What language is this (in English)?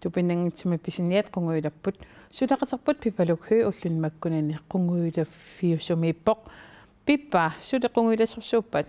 Kalaallisut